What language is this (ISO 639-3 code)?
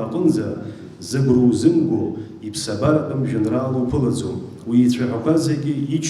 abk